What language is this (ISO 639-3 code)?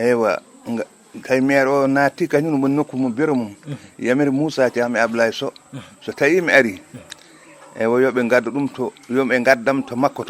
ful